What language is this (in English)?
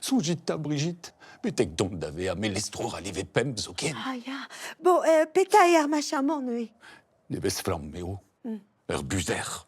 Breton